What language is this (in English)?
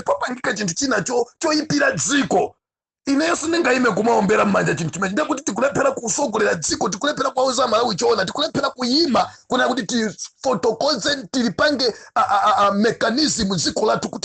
Nyanja